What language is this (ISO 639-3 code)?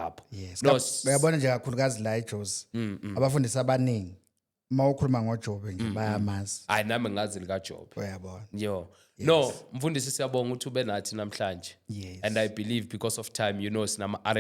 zul